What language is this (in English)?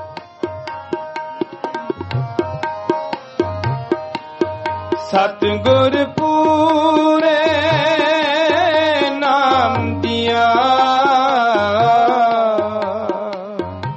Punjabi